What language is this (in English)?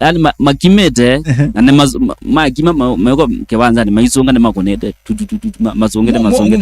Kamba